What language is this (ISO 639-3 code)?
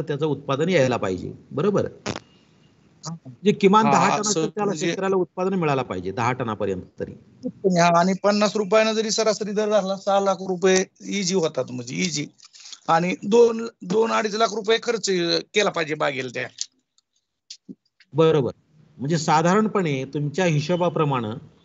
mar